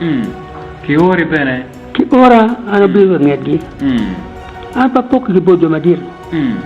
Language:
Acoli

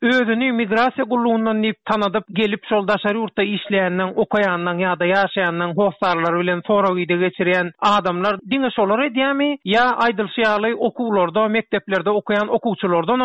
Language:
Turkmen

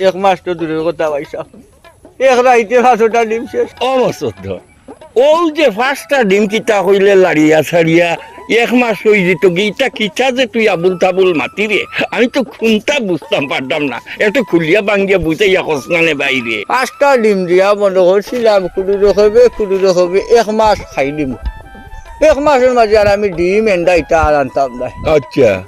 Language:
Sylheti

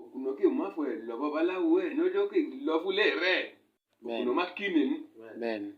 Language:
Yoruba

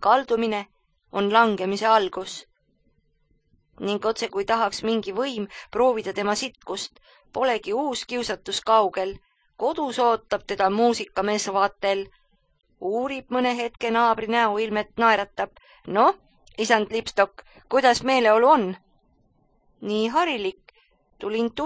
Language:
Estonian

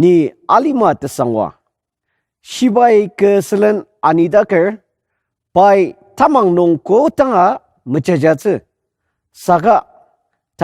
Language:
Ao Naga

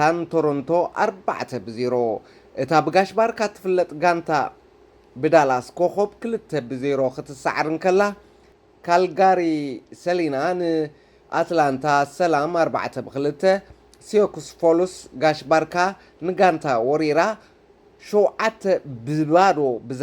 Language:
Tigrinya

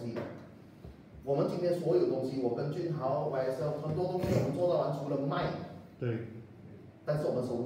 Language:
Chinese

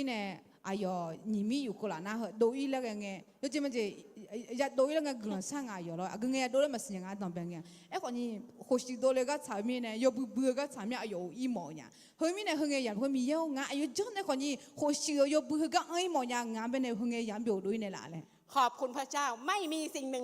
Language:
Akha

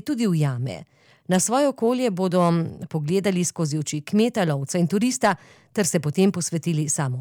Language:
Slovenian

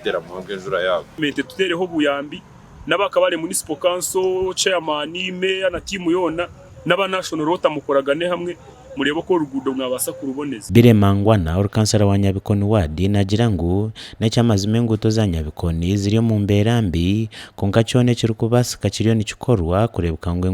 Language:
Nyankole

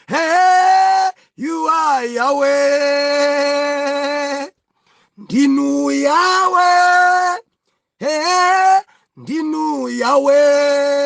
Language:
Nyanja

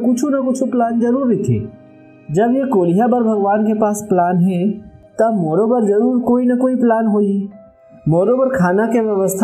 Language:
Chhattisgarhi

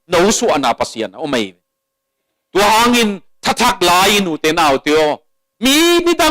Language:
Tedim Chin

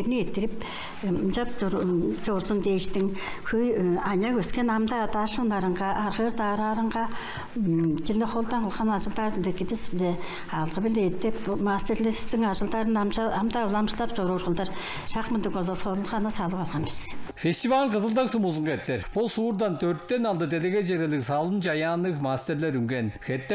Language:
Tuvinian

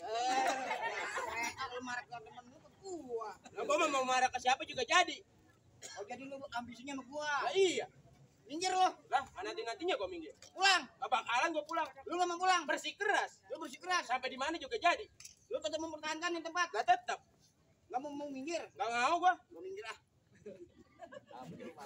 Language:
Betawi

